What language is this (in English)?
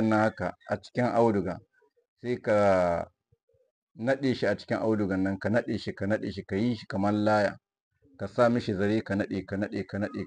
Hausa